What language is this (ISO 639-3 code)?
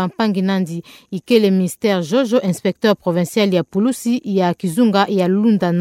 ktu